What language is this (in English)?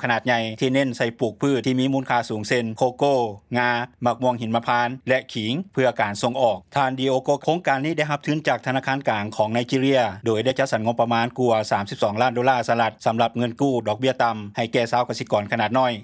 Lao